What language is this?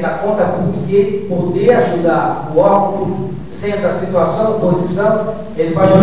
Portuguese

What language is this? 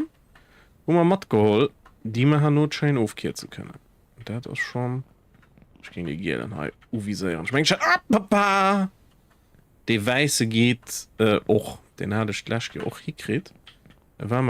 Luxembourgish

